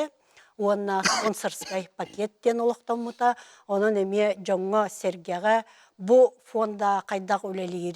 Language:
Yakut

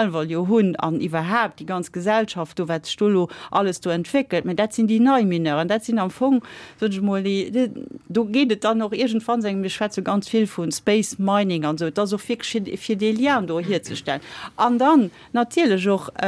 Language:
Luxembourgish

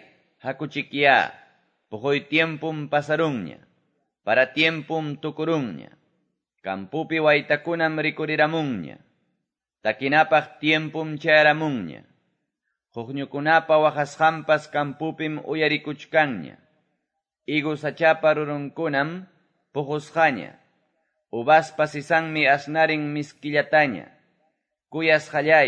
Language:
Quechua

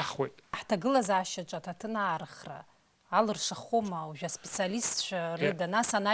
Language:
Abkhazian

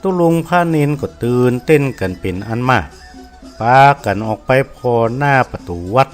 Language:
Northern Thai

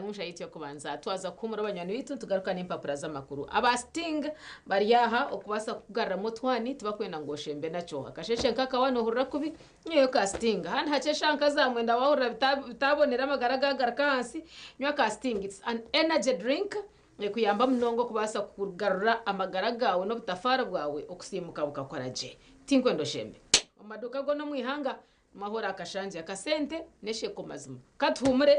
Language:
Nyankole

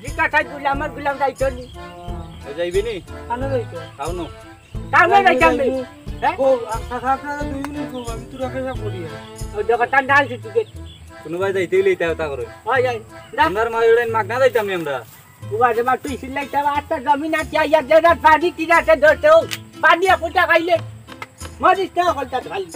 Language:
Sylheti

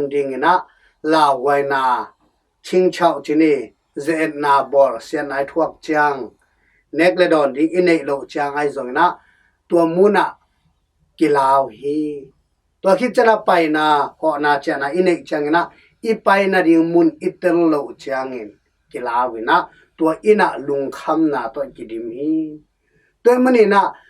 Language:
Tedim Chin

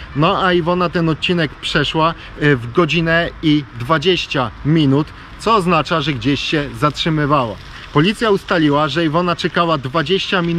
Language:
Polish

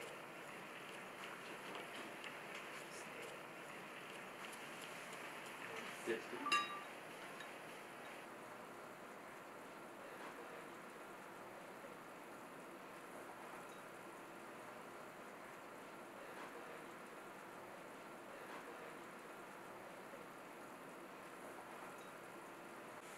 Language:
Japanese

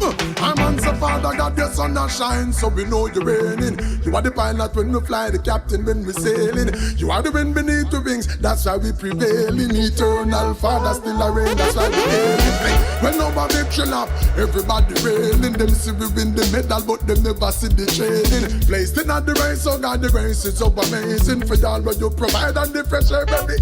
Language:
Jamaican Creole English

